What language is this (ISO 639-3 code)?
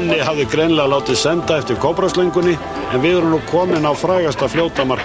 isl